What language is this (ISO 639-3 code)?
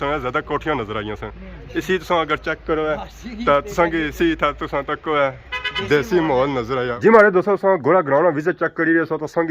phr